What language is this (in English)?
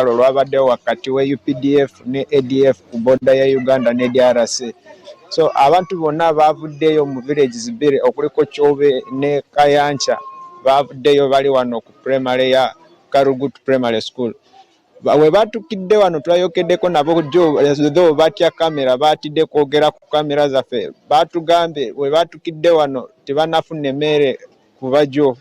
Ganda